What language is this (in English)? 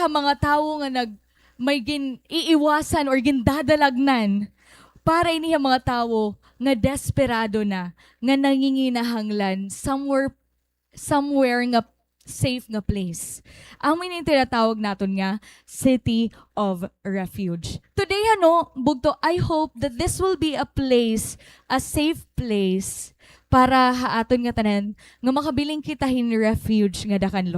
Waray